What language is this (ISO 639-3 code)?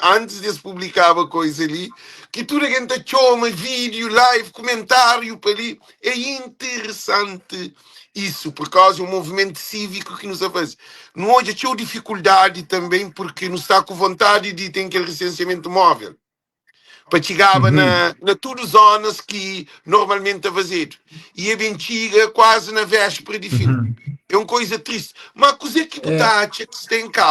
kea